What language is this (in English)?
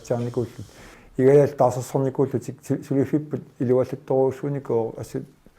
Kalaallisut